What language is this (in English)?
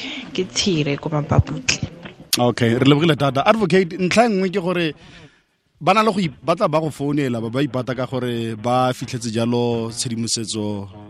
Tswana